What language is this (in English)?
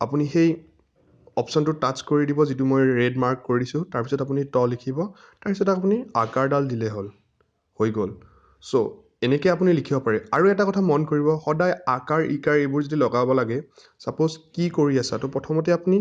Assamese